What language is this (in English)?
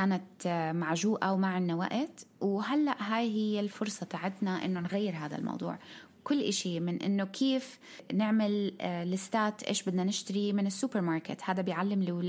North Levantine Arabic